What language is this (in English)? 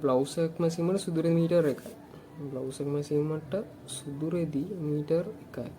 Sinhala